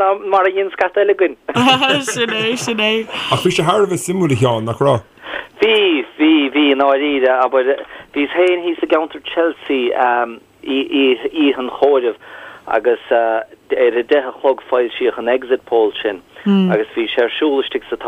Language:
Irish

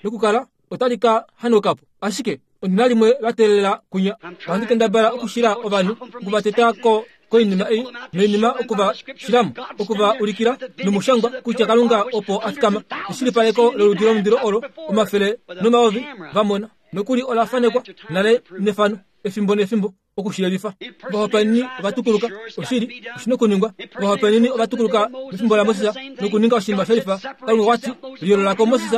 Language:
Kuanyama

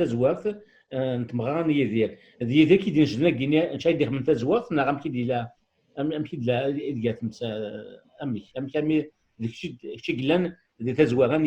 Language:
Kabyle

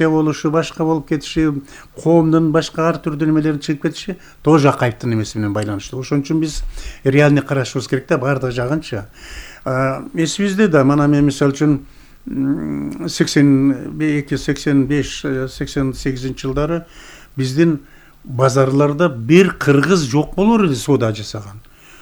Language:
Kyrgyz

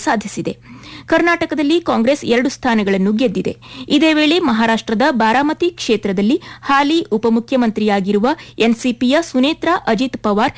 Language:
Kannada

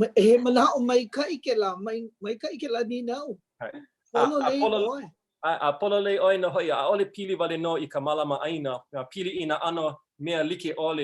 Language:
Hawaiian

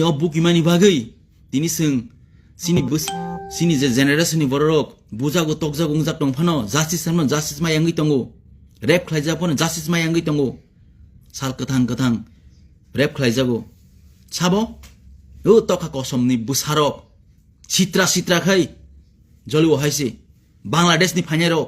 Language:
Kok Borok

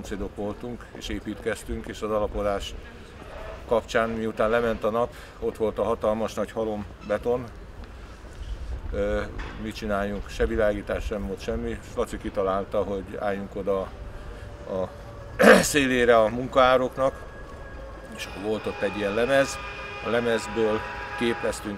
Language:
Hungarian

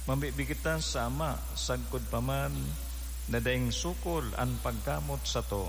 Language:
Bikol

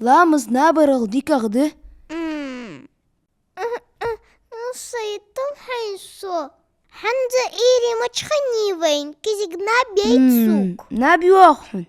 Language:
Ingush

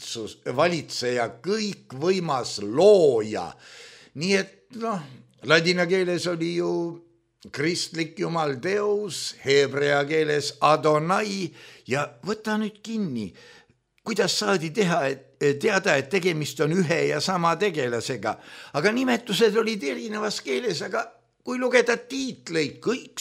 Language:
Estonian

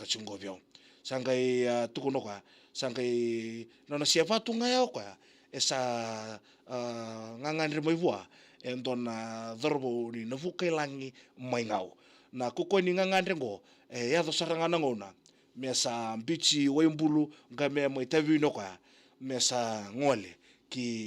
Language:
Fijian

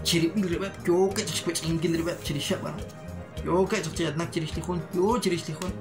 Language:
Kekchí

